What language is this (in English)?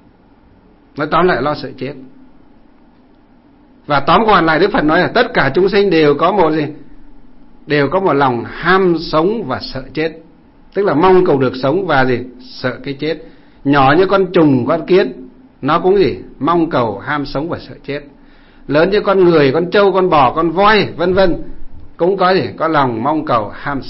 Vietnamese